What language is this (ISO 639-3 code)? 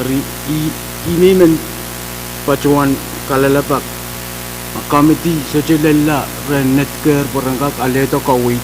pon